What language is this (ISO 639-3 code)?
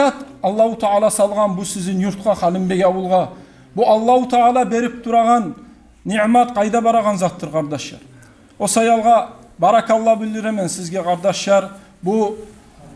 kum